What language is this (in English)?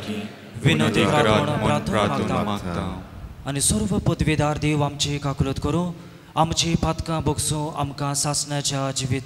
Konkani